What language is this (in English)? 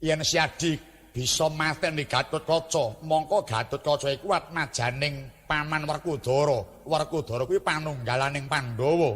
Javanese